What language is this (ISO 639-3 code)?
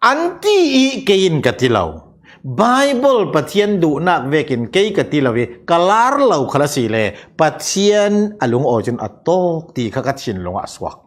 cfm